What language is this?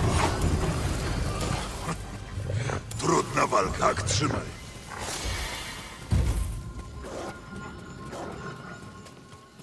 Polish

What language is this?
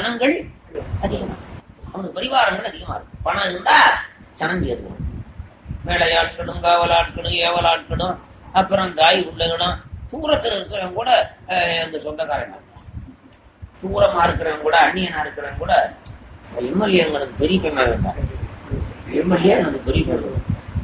Tamil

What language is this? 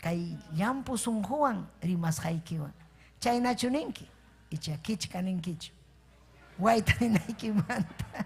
Ayacucho Quechua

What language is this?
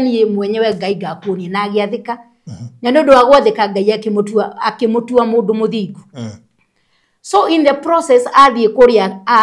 Kikuyu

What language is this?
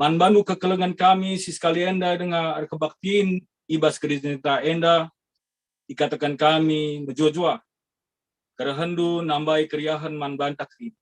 Batak Karo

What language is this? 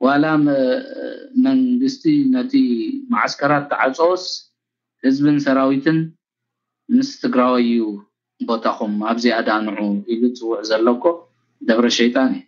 Tigrinya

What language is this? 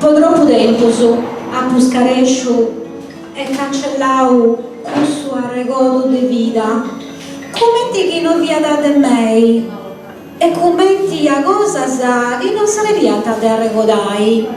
Sardinian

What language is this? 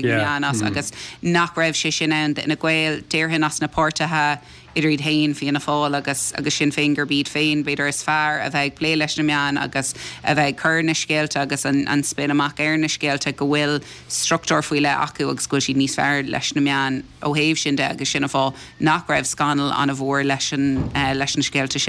Irish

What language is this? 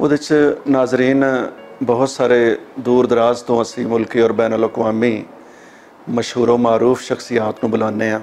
Western Panjabi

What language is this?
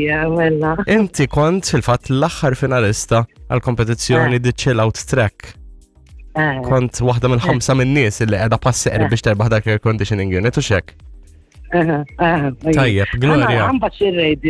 Maltese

